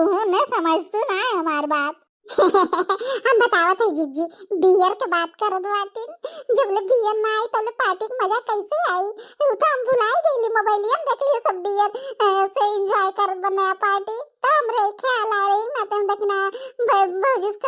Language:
Bhojpuri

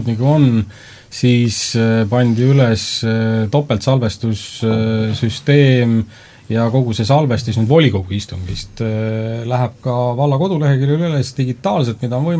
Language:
Estonian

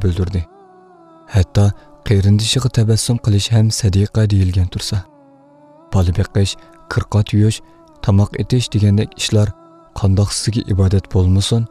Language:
Uyghur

